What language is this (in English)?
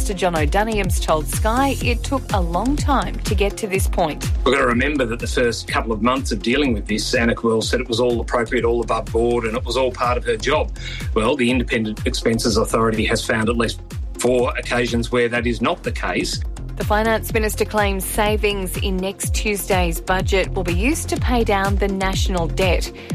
English